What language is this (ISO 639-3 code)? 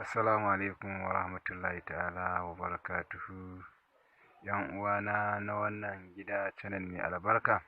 hau